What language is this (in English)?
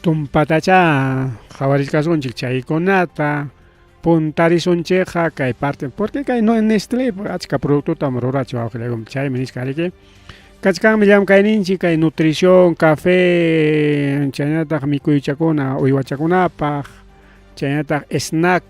Ayacucho Quechua